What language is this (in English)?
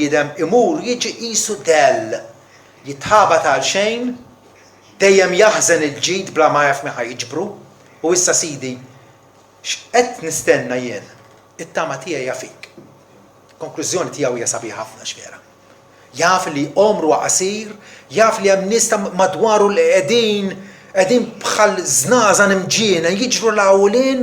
Maltese